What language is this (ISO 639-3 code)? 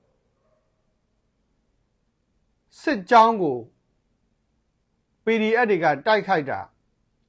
mya